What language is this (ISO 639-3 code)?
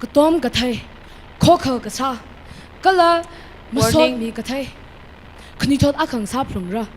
nmf